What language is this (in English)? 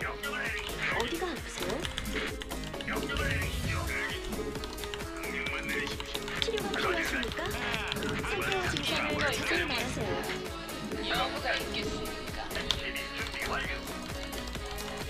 Korean